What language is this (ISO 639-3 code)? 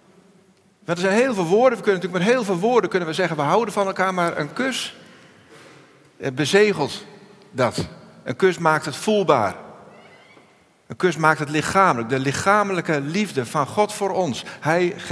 nld